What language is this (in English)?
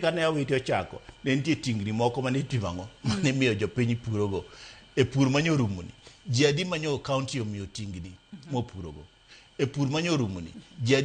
Luo (Kenya and Tanzania)